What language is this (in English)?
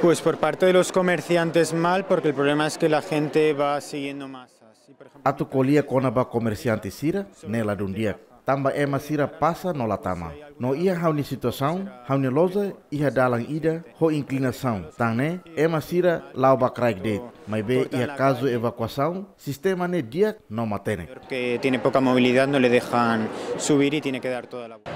Tetum